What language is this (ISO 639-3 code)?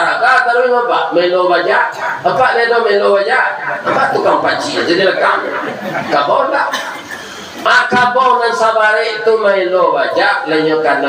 min